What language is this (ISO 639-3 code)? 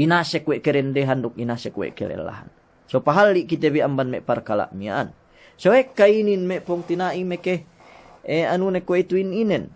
yka